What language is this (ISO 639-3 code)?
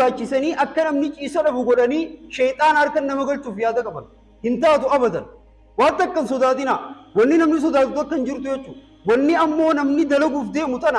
orm